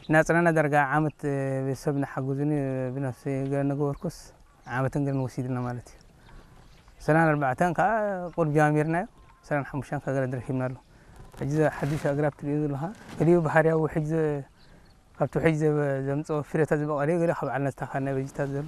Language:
Tigrinya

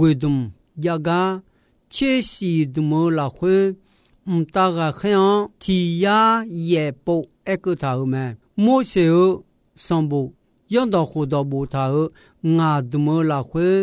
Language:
Akha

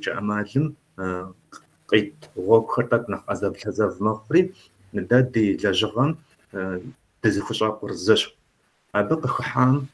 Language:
Kabardian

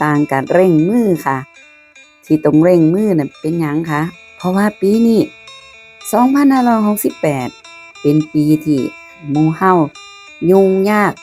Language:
Northeastern Thai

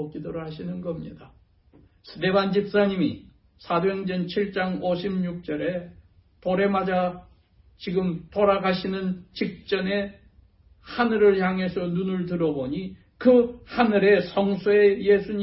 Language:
Korean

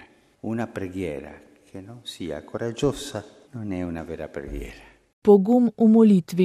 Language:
Slovenian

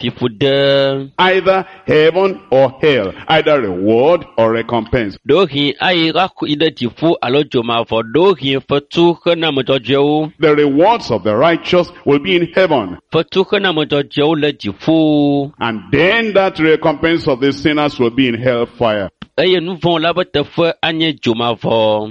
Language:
Ewe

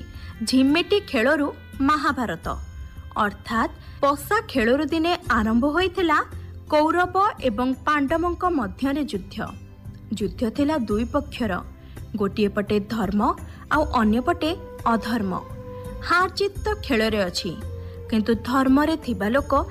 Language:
Odia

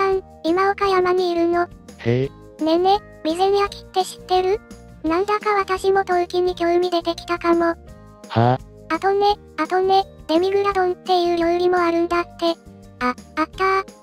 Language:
Japanese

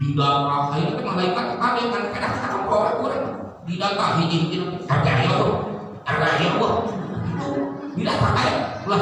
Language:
Sundanese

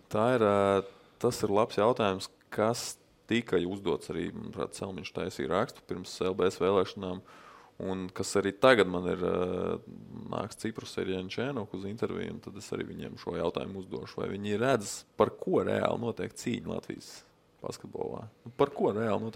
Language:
Latvian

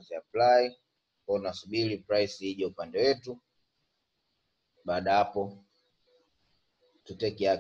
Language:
Swahili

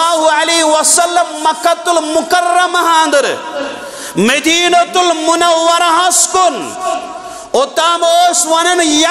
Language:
Kashmiri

